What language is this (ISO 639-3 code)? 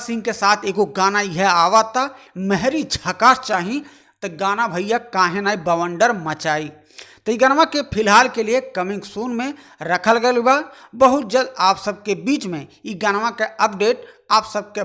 bho